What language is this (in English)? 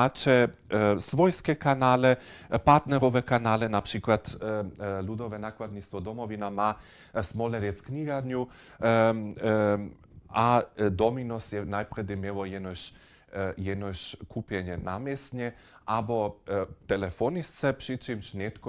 Upper Sorbian